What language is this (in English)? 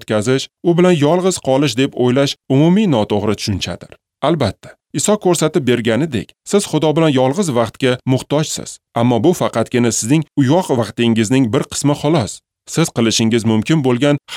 Uzbek